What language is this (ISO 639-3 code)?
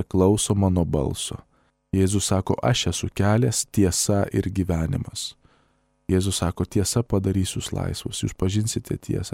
lit